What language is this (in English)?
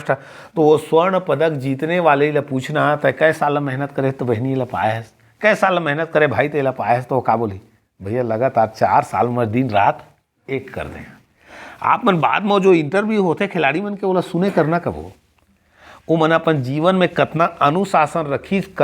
Chhattisgarhi